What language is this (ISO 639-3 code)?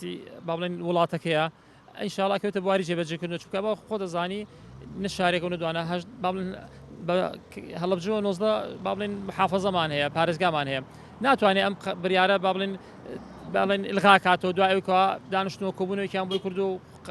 ckb